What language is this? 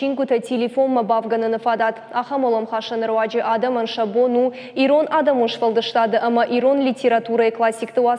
Ossetic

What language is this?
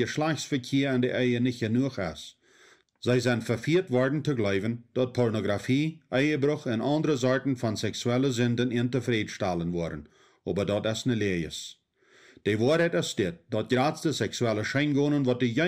Plautdietsch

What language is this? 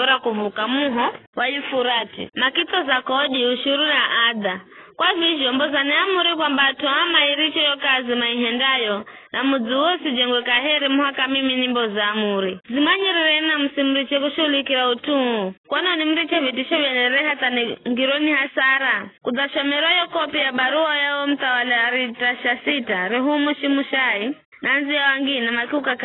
Giryama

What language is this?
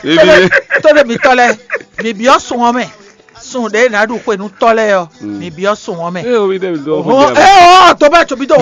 Fon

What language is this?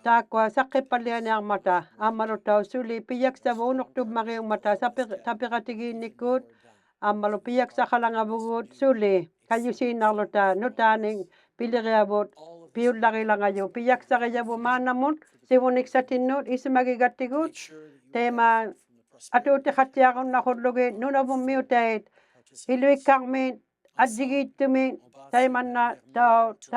Inuktitut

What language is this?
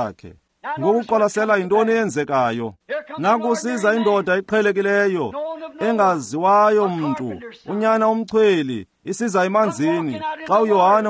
Xhosa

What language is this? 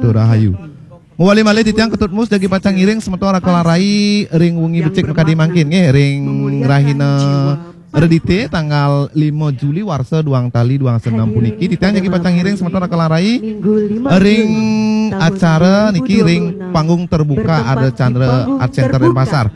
Balinese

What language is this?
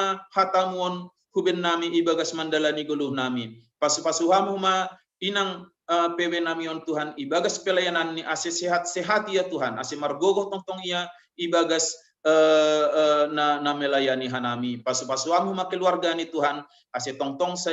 Batak Simalungun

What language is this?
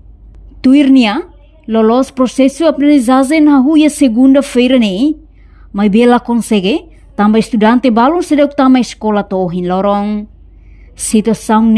Tetum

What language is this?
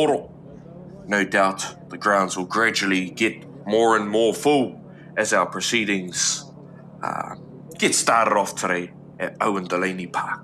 Māori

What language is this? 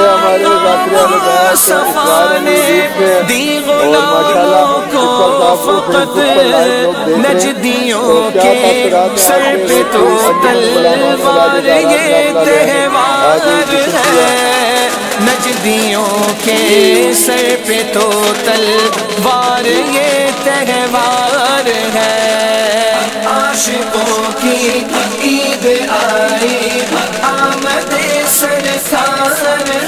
Urdu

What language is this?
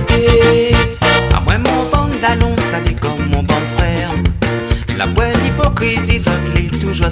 Réunion Creole French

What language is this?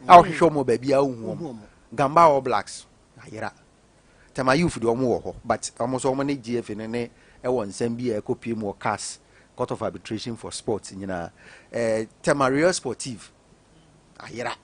Akan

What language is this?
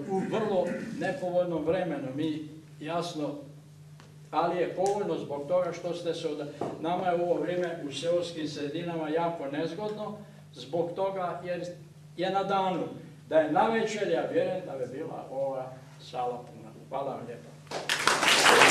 Croatian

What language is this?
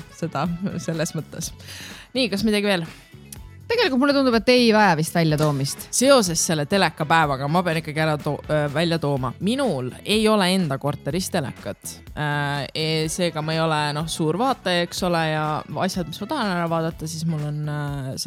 Estonian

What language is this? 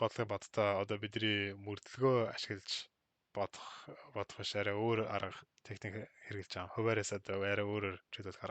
Mongolian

